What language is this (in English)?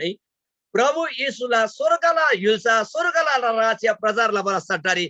Eastern Tamang